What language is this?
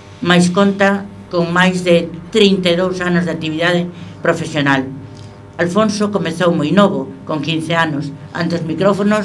Galician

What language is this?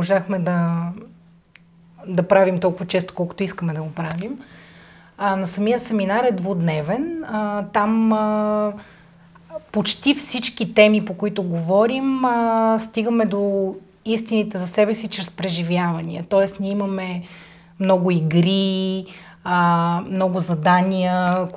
Bulgarian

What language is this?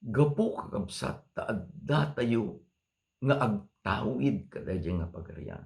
Iloko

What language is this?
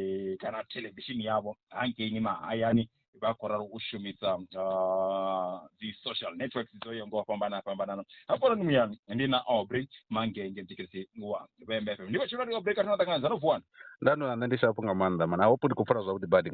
Venda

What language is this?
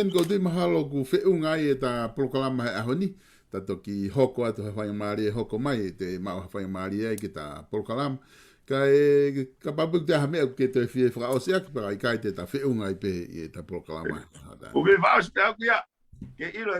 Tongan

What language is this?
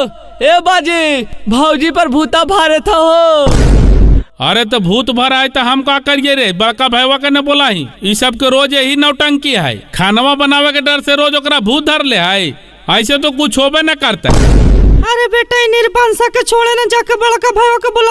Magahi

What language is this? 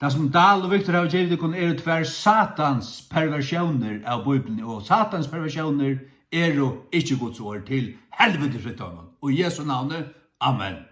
Faroese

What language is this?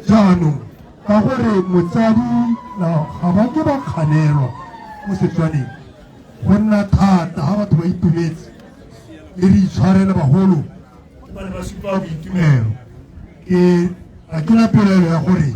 Tswana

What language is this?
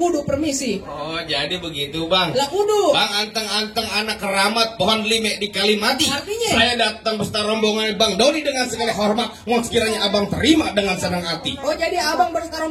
Betawi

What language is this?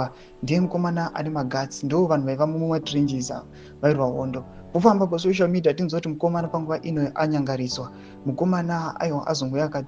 Shona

